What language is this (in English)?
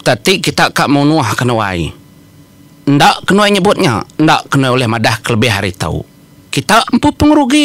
Iban